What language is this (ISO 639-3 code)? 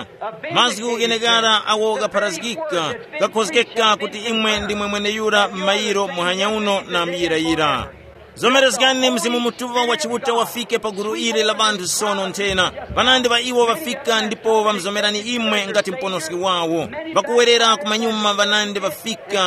tum